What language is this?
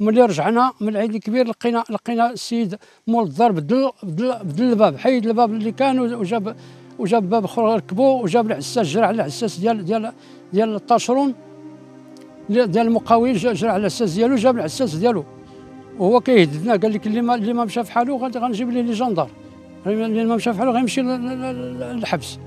Moroccan Arabic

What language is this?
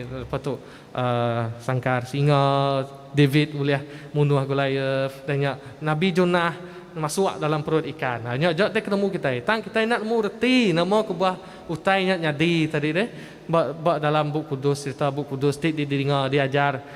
Iban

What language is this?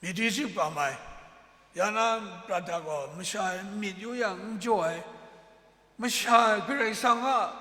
Kachin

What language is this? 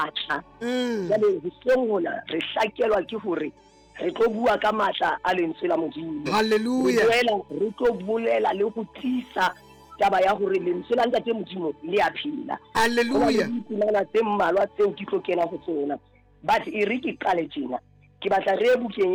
Southern Sotho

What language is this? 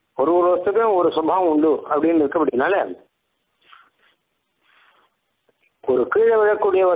Tamil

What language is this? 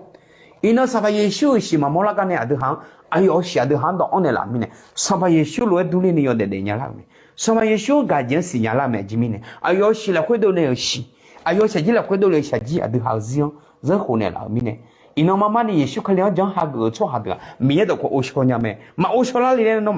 Akha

